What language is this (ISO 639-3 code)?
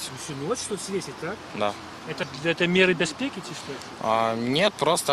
bel